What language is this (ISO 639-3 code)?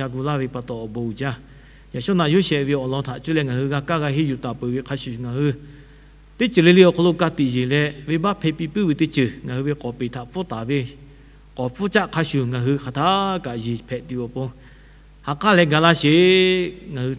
lhu